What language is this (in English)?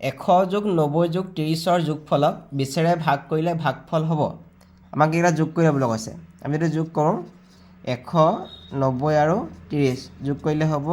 Assamese